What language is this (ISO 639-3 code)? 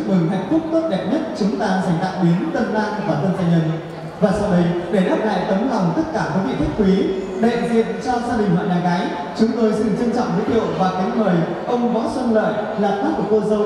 vie